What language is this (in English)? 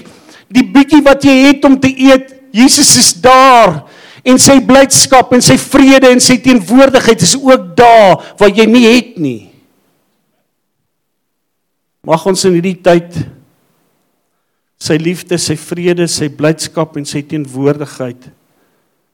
Afrikaans